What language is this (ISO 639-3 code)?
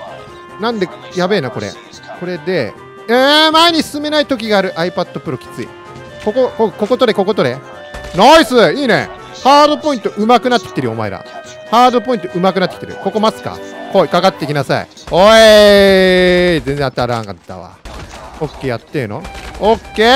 jpn